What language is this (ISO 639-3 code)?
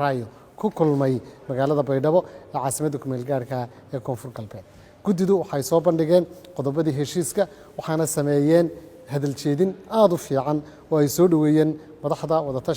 som